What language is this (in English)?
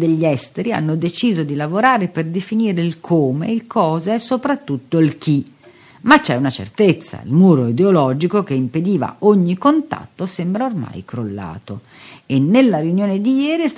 Italian